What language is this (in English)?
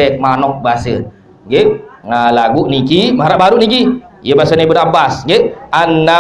Sasak